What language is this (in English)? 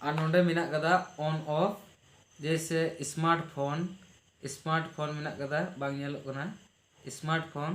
Santali